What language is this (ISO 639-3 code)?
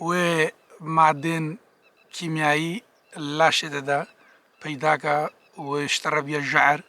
kur